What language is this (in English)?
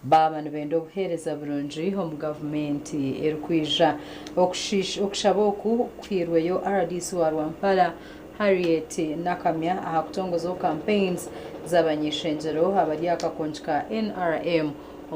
Nyankole